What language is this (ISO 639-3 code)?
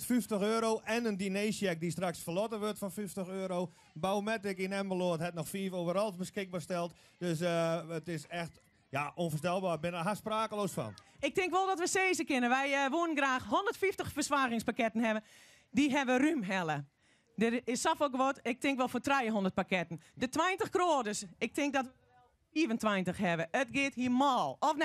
fry